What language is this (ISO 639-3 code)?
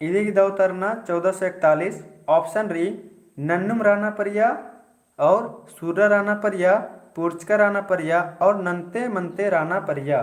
kru